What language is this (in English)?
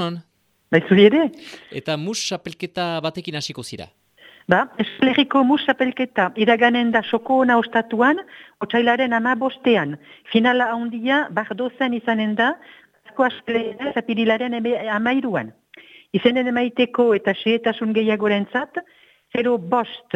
Basque